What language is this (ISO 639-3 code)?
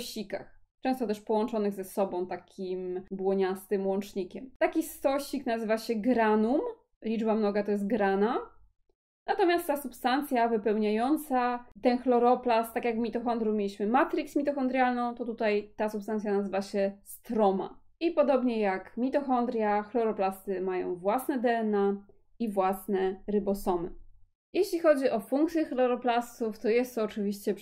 pol